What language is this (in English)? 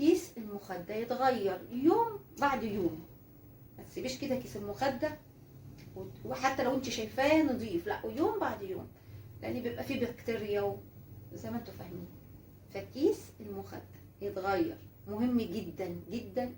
Egyptian Arabic